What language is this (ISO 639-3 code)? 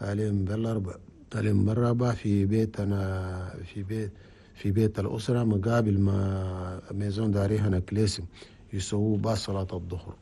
shu